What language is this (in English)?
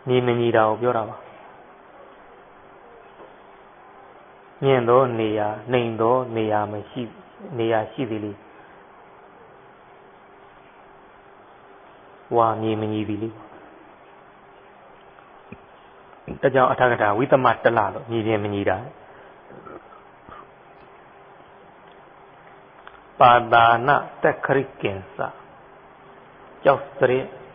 Burmese